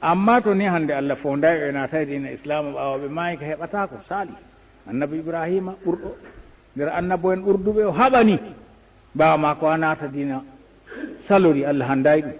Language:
Fula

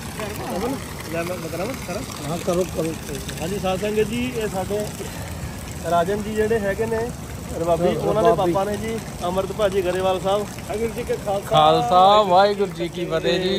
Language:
Punjabi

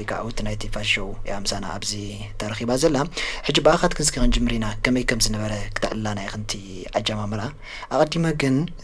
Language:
Tigrinya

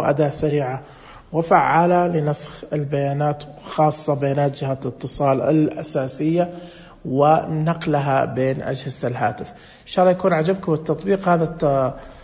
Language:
Najdi Arabic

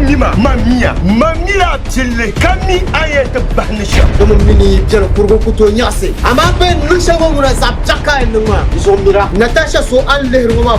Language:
Dagbani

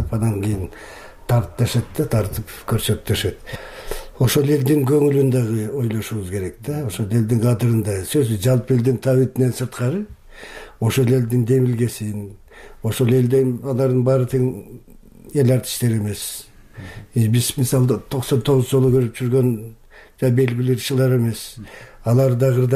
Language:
Kyrgyz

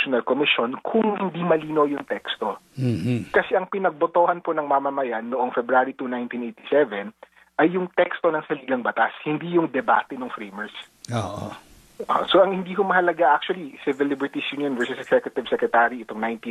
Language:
Filipino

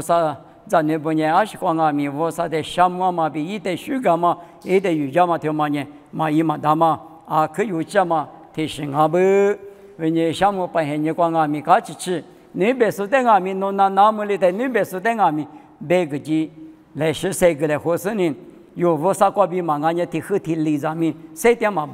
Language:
Lisu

